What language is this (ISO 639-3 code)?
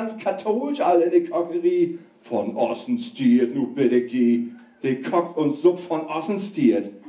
nds